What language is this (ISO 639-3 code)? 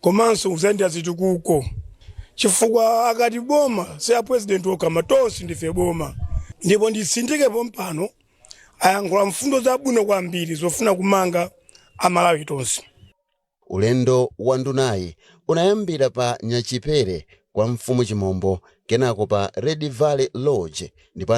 nya